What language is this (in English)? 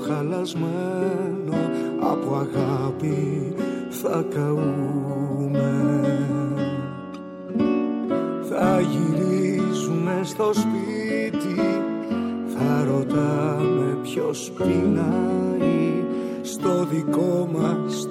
Greek